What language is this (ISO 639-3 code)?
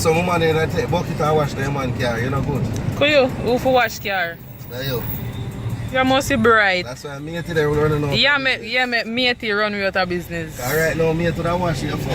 jam